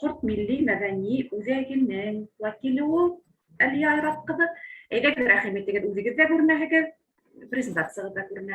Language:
Bashkir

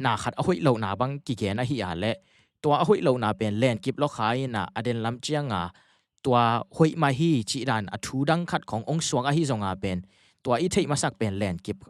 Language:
Tedim Chin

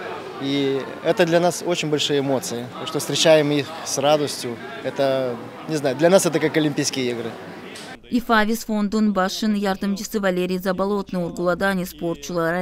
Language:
Gagauz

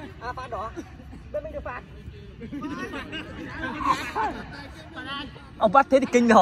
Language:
Vietnamese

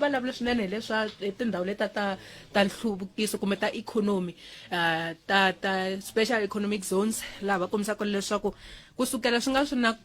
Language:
Tsonga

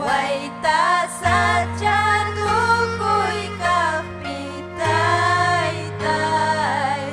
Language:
Ayacucho Quechua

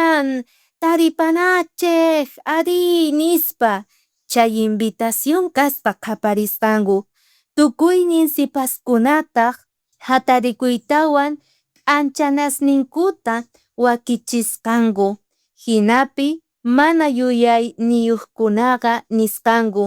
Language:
South Bolivian Quechua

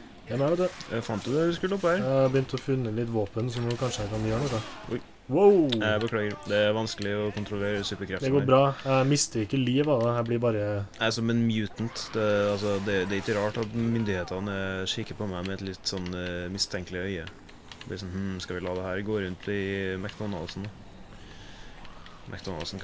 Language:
Norwegian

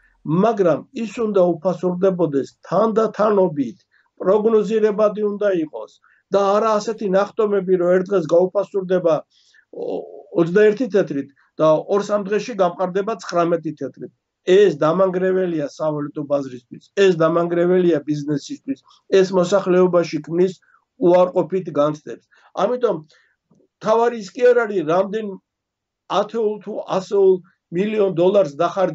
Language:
Georgian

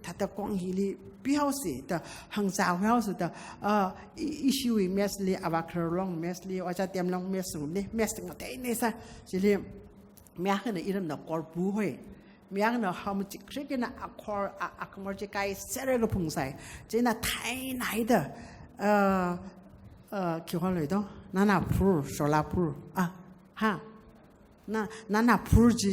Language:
Tangkhul Naga (India)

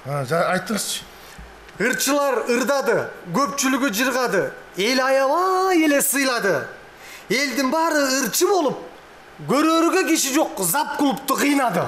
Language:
Kyrgyz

